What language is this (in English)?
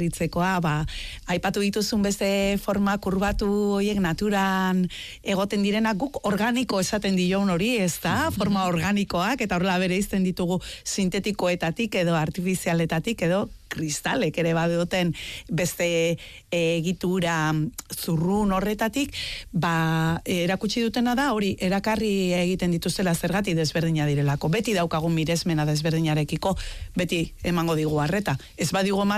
Basque